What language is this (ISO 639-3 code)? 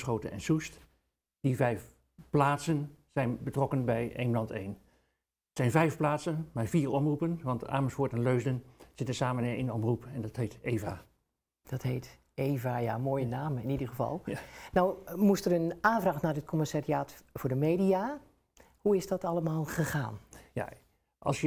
nld